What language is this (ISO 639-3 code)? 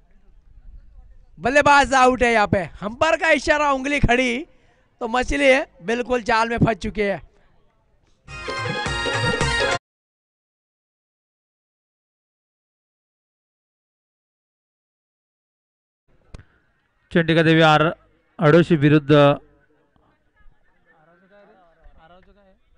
mar